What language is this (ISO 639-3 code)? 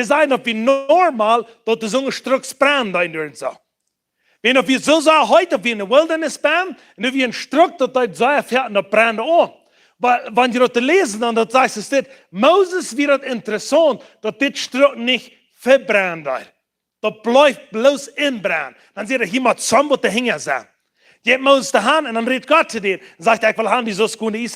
pdt